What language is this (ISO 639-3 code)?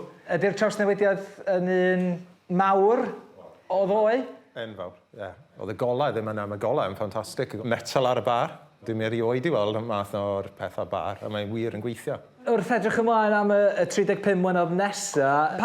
cym